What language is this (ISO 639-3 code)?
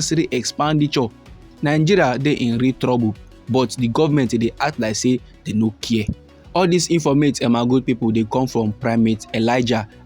pcm